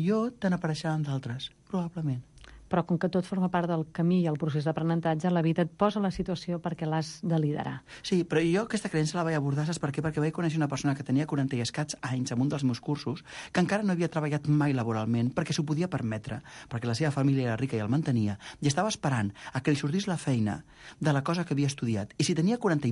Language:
Catalan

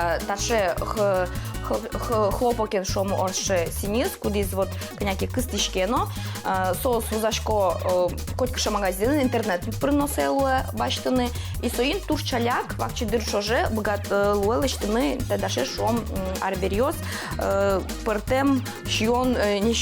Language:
Udmurt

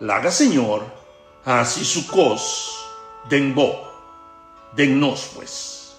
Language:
Papiamento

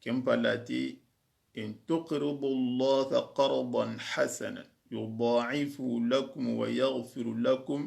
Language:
Soninke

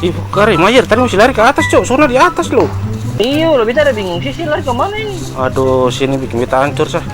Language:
Ambonese Malay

